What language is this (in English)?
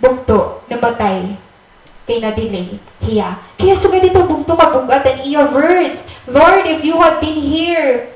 Waray